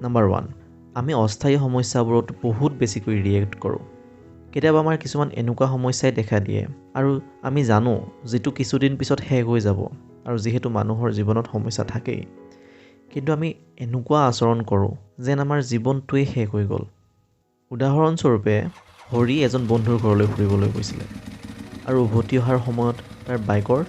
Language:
Assamese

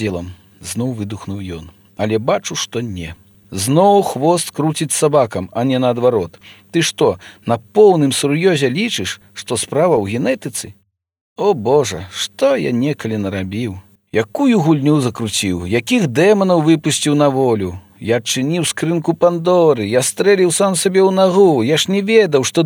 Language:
Belarusian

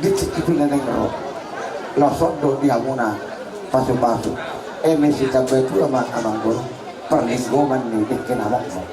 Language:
Batak Toba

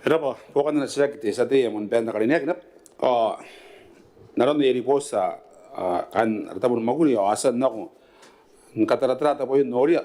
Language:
Gilbertese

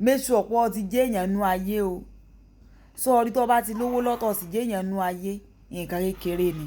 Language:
Yoruba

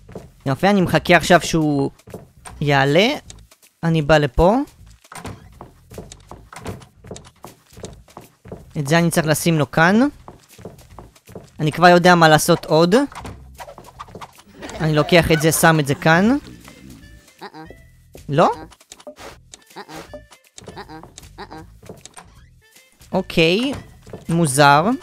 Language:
Hebrew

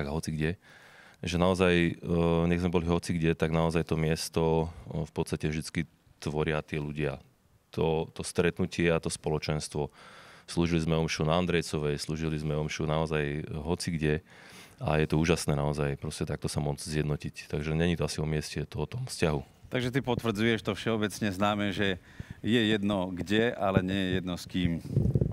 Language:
Slovak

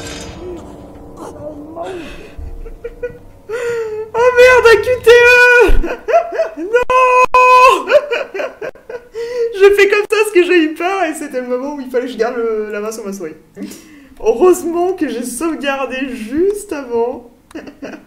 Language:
French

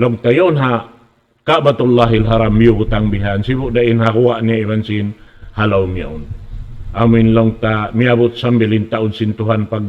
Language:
Tausug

